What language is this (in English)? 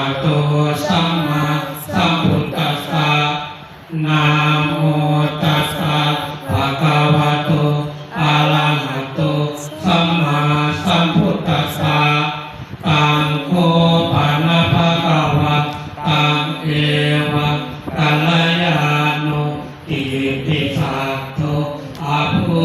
Pali